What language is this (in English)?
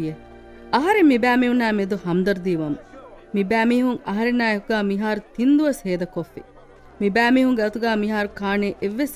Divehi